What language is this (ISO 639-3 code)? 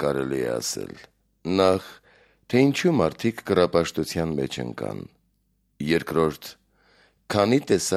hye